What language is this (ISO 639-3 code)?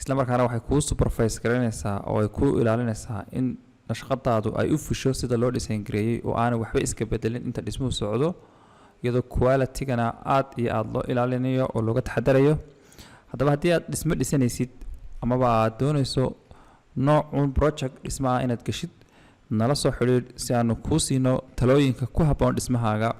som